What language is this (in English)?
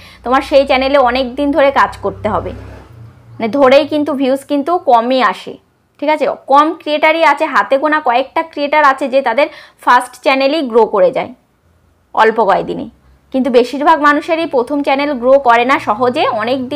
Bangla